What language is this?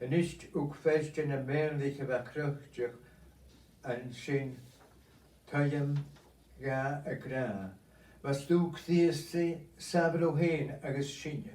Scottish Gaelic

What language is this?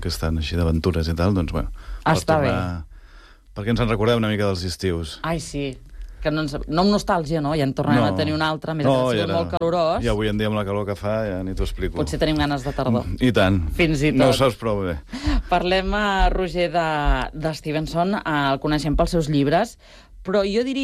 Catalan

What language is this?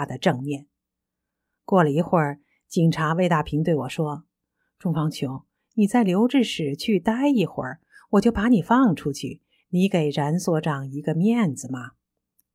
Chinese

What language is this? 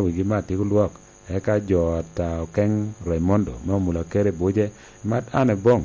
Lango (Uganda)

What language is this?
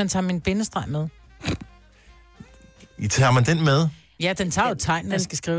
Danish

